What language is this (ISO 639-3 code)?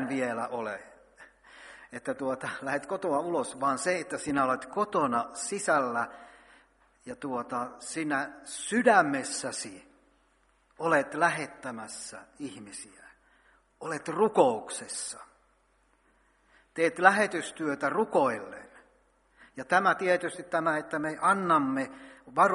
fin